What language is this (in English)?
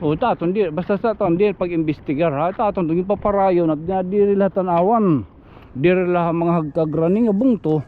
Waray